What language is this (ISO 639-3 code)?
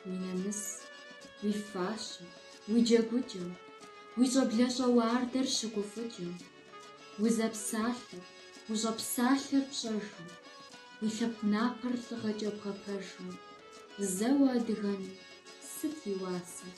kbd